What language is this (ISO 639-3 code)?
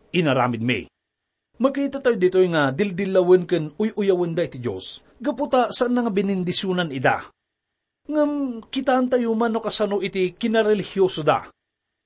ilo